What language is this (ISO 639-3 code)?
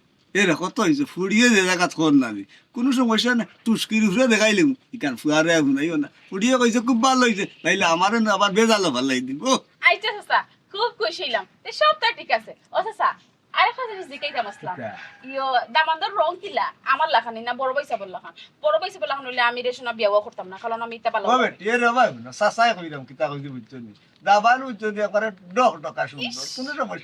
syl